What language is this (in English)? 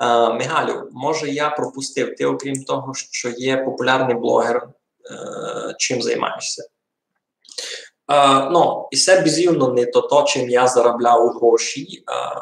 Rusyn